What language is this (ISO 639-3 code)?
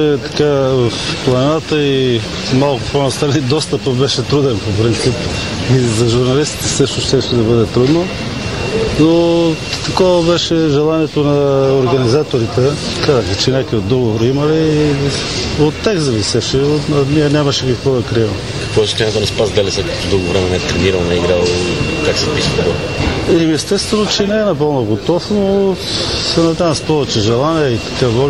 bul